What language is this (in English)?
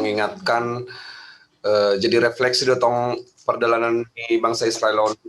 Batak Simalungun